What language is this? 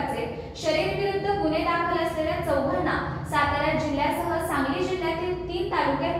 Marathi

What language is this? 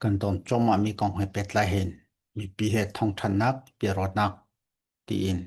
Falam Chin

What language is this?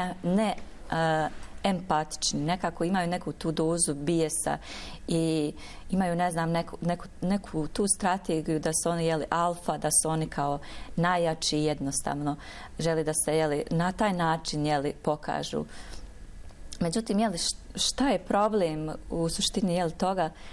Bosnian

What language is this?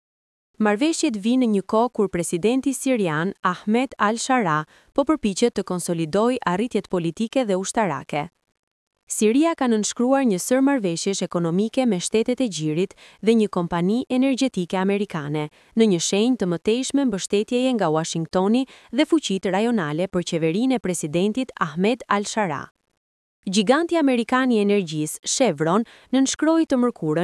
Albanian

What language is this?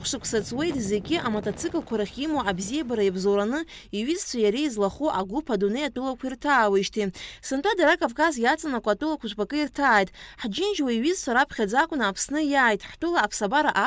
Abkhazian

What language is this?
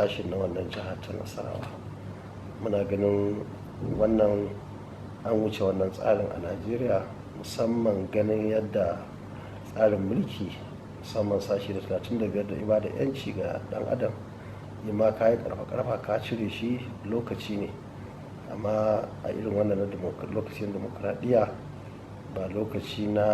Hausa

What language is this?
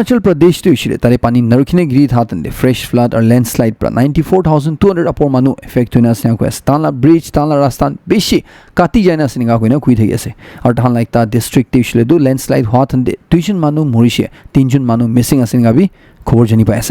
Naga Pidgin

